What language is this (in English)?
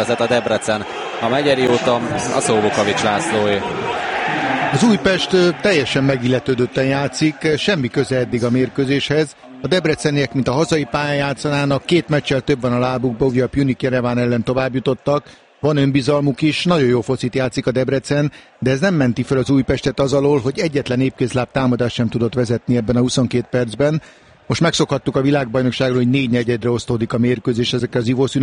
Hungarian